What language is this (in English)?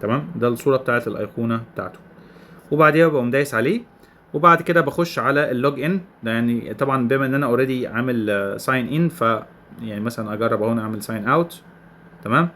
Egyptian Arabic